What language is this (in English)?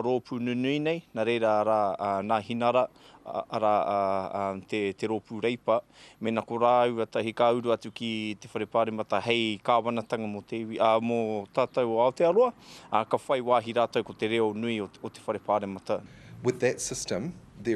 Māori